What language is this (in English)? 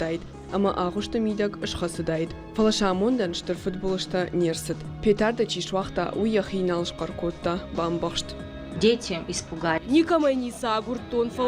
Ossetic